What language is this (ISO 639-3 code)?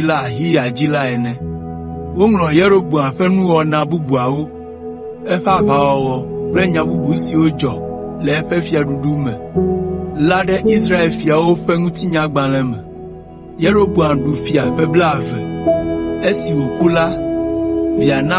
ewe